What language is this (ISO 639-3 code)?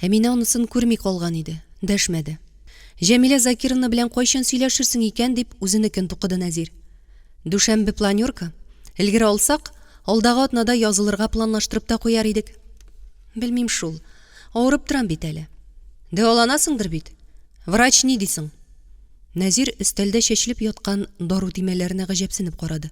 tat